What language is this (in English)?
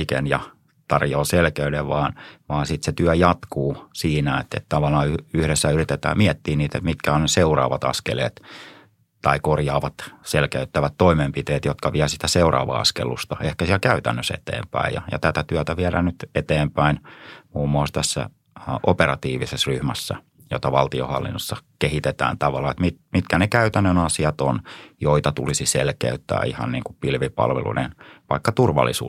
Finnish